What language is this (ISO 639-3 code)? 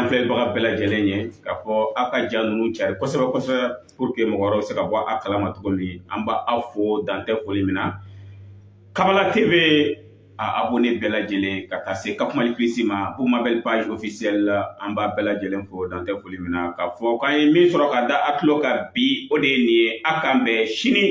bam